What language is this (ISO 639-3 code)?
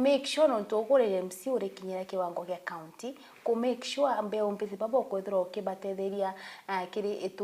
mer